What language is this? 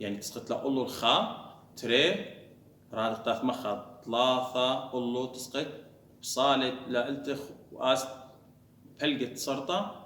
Assyrian Neo-Aramaic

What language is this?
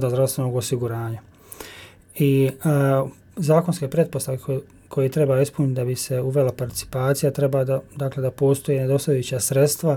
Bosnian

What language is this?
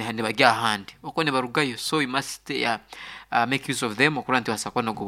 Nyoro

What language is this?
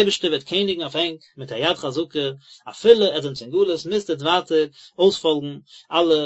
Yiddish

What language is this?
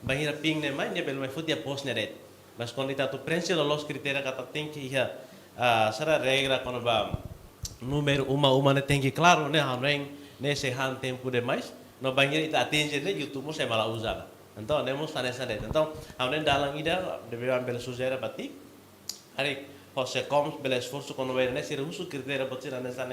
Tetum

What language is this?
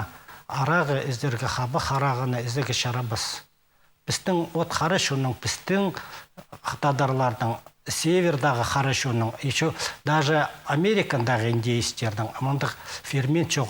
Khakas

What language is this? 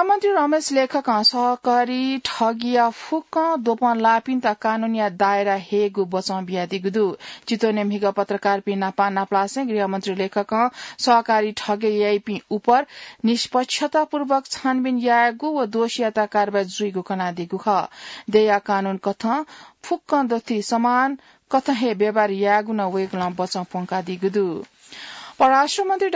Newari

